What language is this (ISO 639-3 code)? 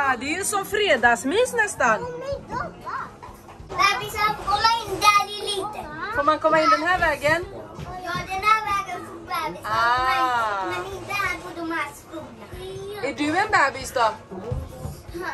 swe